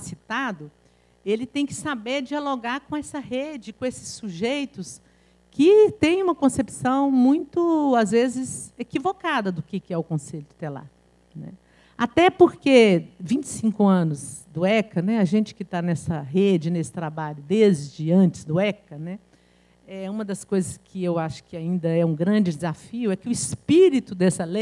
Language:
Portuguese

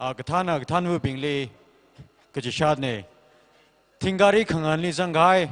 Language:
Tangkhul Naga (India)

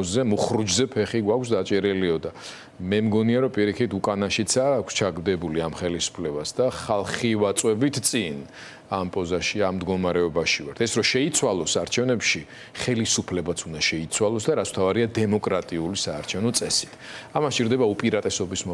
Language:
Georgian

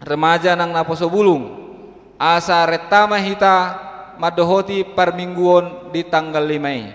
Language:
Batak Toba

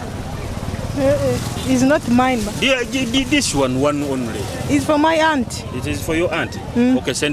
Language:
Nyoro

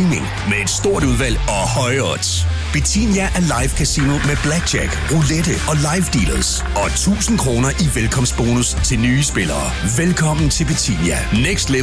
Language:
Danish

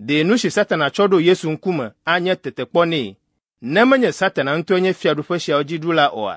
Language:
Ewe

